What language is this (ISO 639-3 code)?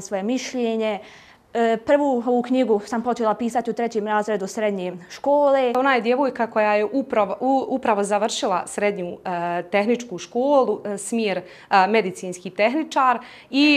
hrv